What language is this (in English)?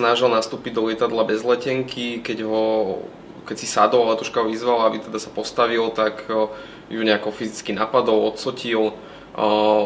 Slovak